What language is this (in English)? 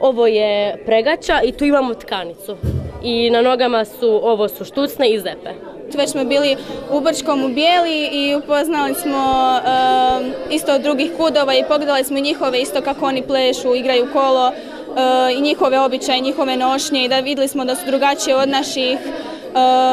Bosnian